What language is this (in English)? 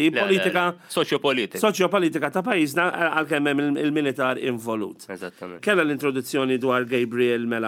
Maltese